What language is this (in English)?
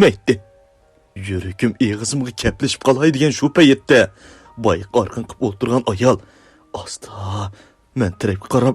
Uyghur